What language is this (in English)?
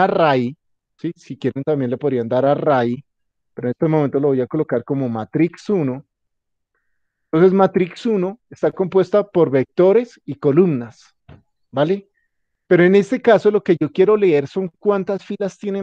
Spanish